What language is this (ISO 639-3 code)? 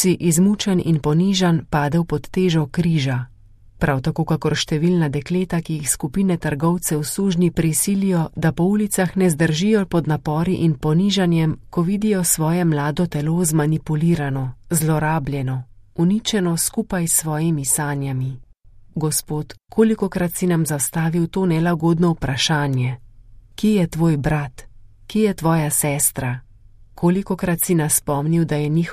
slv